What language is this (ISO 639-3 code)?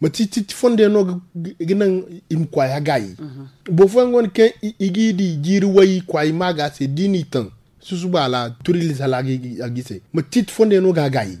dje